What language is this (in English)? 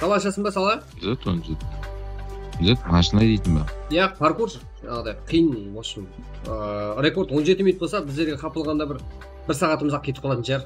Kara-Kalpak